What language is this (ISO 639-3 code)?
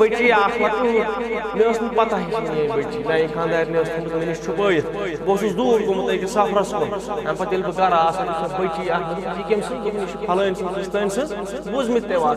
kas